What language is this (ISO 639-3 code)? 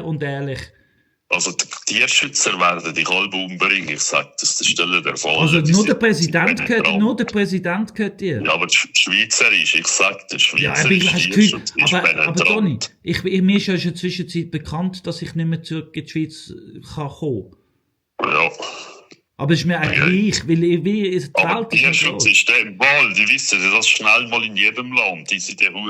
gsw